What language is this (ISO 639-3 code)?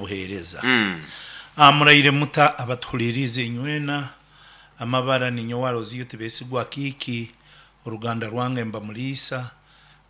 nyn